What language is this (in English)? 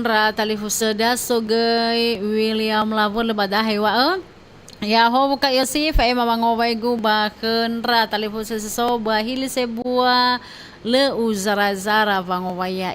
Nias